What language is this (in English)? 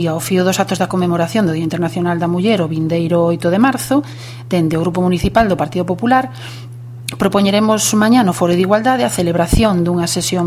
Galician